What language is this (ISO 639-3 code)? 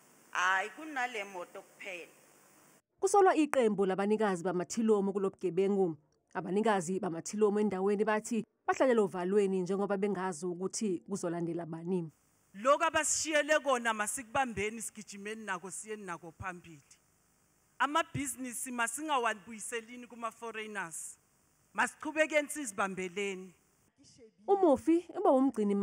zul